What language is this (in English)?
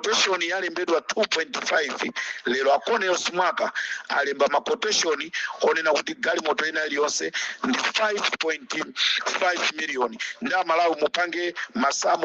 Nyanja